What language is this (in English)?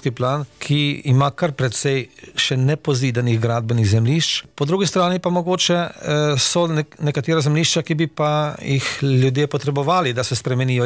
Slovenian